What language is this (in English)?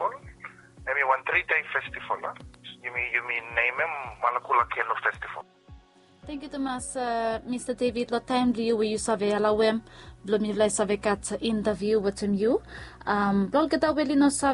Bislama